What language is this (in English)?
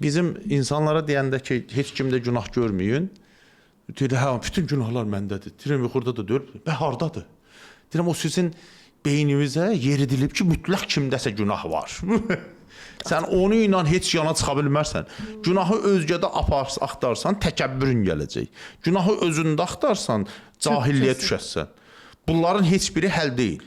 Azerbaijani